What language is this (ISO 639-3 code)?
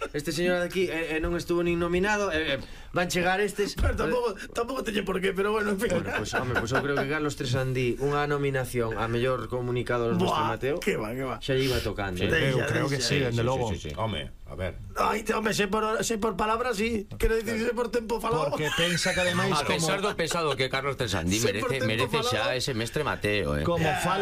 glg